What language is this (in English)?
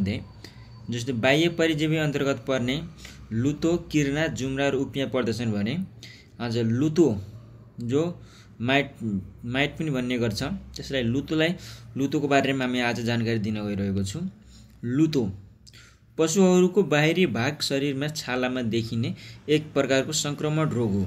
Nepali